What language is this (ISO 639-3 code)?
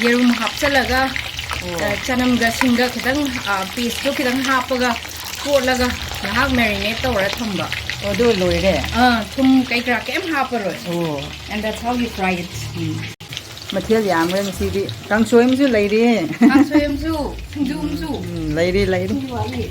mni